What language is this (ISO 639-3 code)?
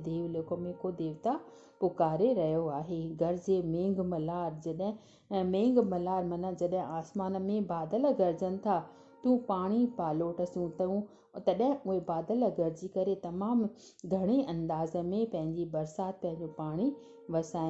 snd